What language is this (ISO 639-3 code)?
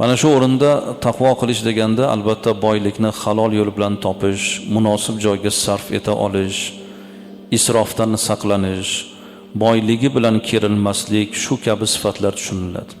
uzb